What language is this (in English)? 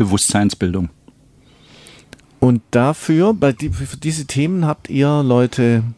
German